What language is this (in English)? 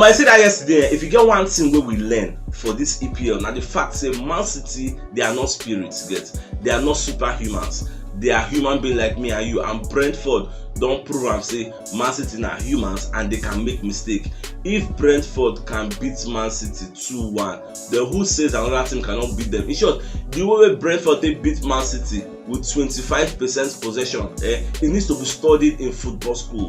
Nigerian Pidgin